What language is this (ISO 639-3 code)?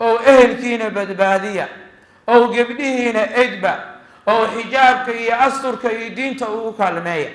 som